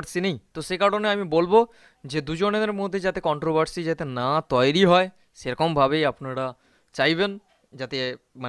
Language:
Bangla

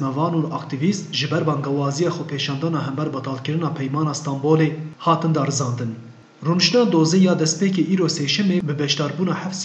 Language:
Kurdish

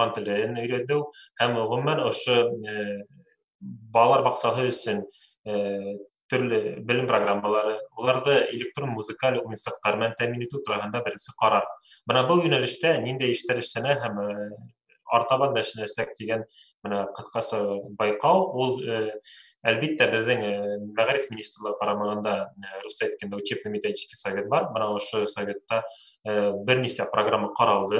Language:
Bashkir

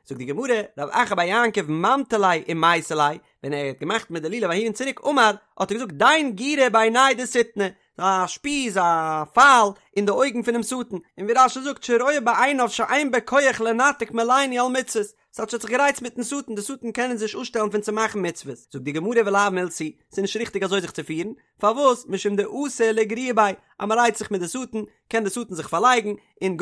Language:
Yiddish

